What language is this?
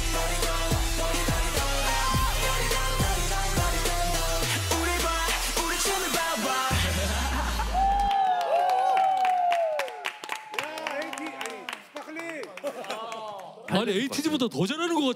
Korean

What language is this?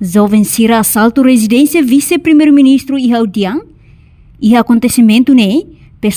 Tetum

